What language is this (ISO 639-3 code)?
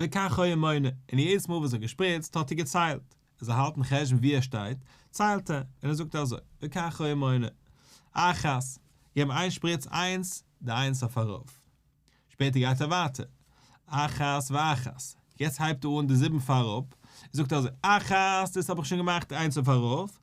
yid